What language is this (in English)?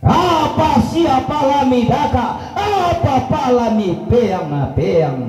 Toraja-Sa'dan